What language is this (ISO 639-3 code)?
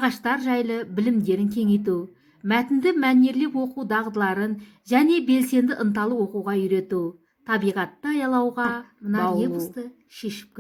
kaz